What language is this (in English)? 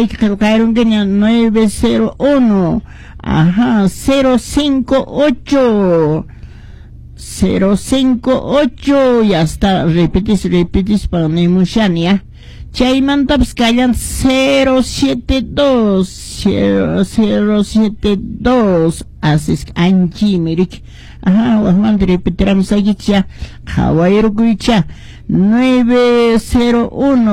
Quechua